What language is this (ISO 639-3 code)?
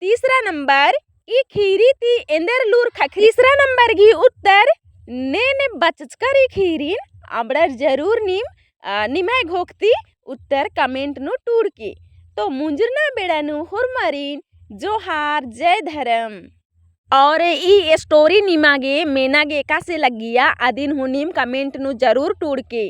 kru